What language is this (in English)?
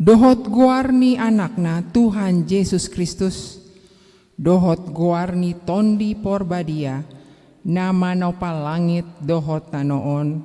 Batak Toba